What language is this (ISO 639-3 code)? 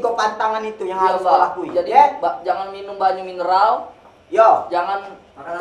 mui